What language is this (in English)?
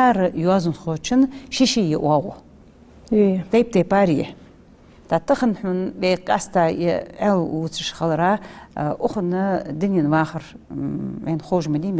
Ingush